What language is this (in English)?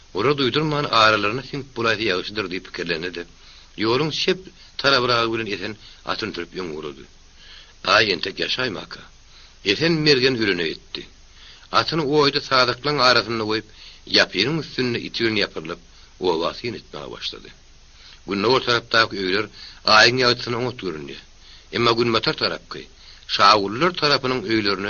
Turkmen